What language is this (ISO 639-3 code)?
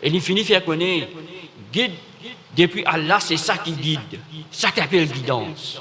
mfe